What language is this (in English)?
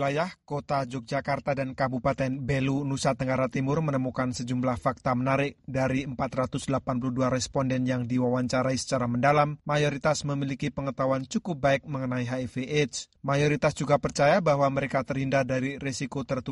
Indonesian